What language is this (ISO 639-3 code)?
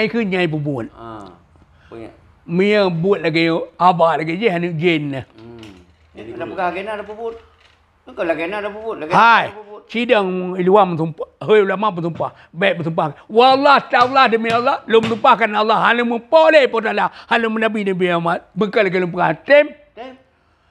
ace